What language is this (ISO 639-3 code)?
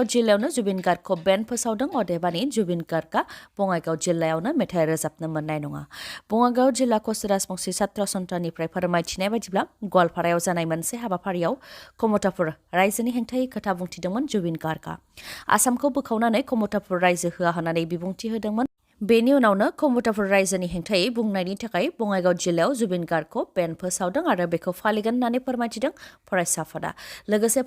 brx